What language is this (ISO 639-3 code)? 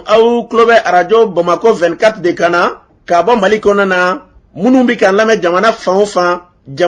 bam